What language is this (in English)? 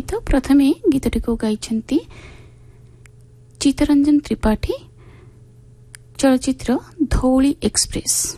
Odia